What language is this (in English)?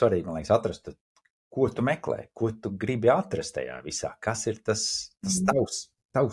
Latvian